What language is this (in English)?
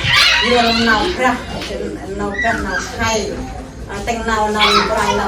Central Mnong